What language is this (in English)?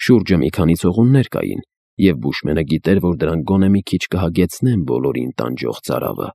Armenian